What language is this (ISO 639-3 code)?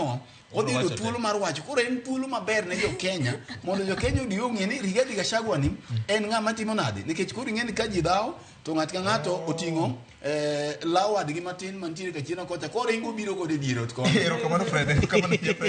luo